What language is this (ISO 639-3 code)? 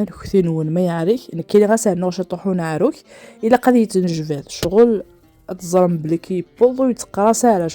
kab